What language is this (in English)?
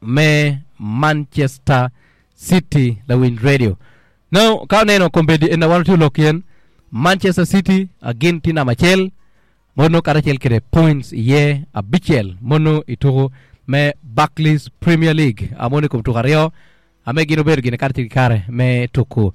Acoli